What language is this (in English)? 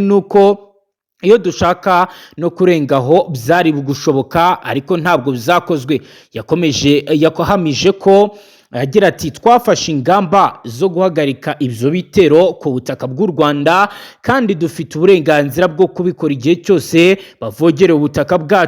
Kinyarwanda